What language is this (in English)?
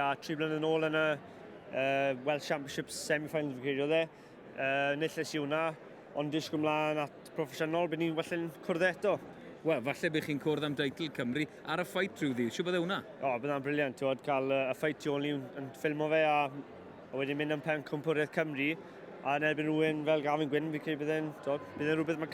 Welsh